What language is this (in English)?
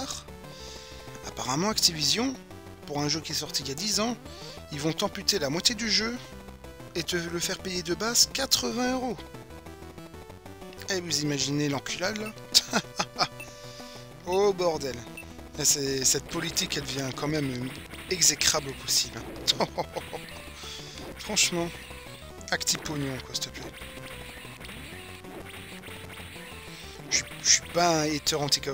French